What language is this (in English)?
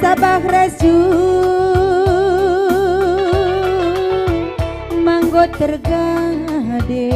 Batak Karo